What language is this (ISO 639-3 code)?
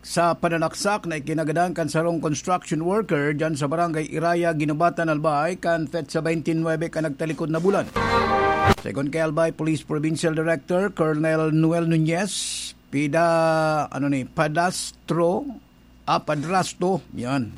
bik